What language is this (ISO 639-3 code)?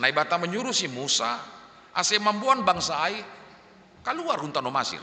bts